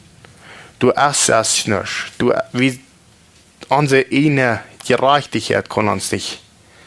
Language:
Plautdietsch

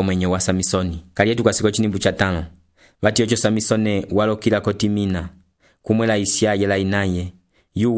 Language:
Umbundu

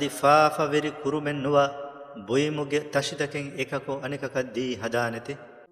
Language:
Divehi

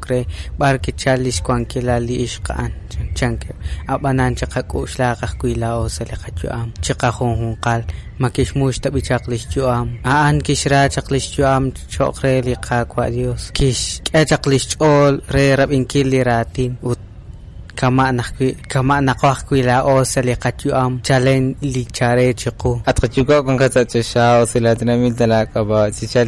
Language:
Kekchí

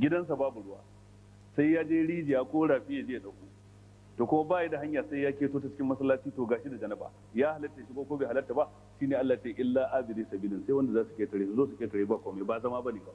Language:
Hausa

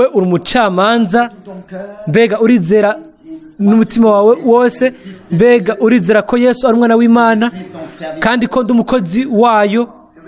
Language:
Rundi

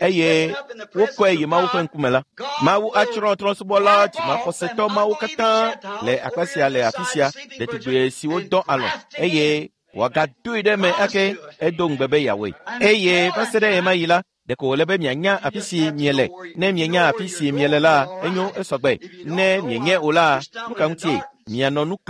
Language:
Ewe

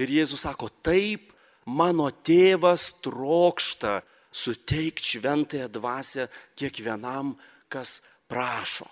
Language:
Lithuanian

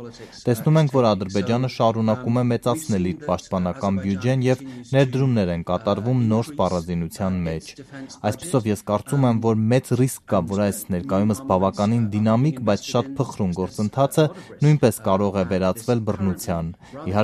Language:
Armenian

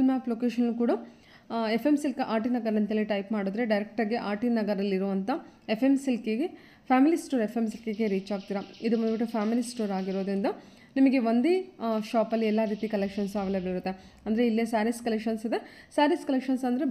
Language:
Kannada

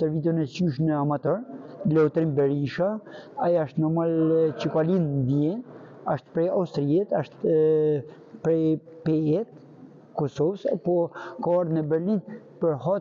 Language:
Albanian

